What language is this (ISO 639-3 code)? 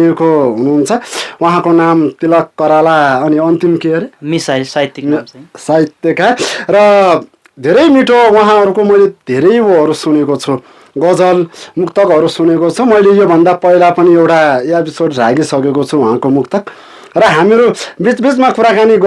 nep